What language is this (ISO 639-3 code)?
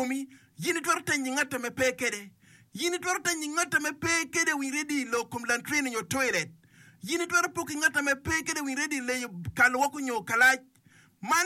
ach